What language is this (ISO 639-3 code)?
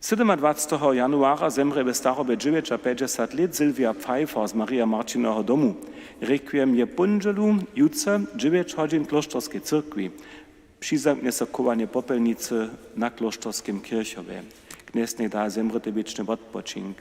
hsb